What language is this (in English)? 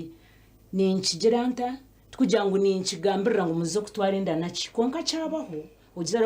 Nyankole